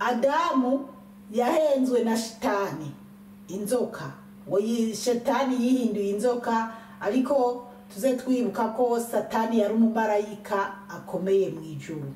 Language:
Rundi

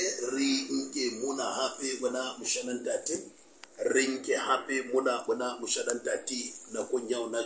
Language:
Southern Sotho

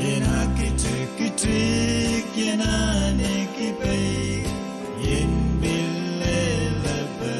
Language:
Pohnpeian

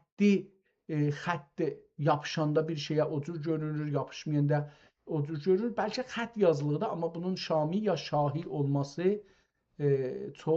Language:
South Azerbaijani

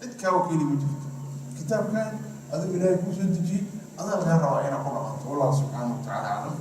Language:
Somali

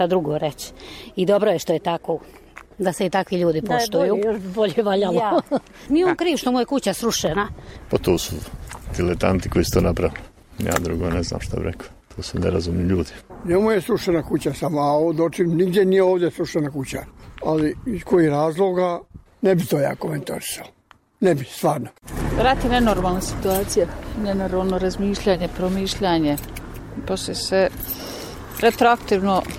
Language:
Serbian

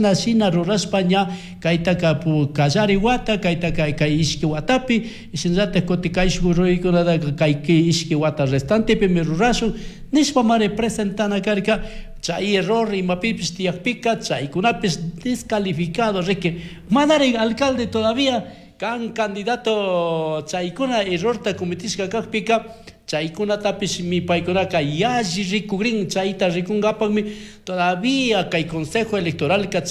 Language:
Chimborazo Highland Quichua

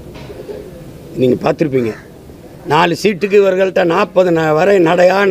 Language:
Tamil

